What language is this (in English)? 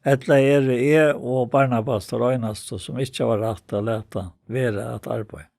Faroese